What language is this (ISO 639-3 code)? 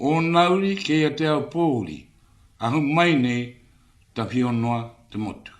mri